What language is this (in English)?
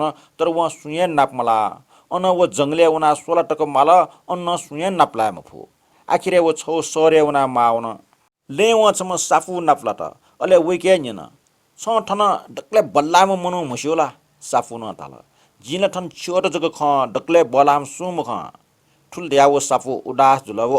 Newari